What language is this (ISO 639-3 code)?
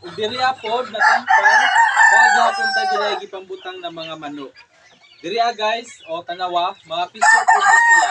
ceb